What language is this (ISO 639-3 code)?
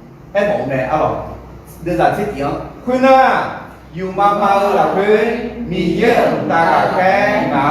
ahk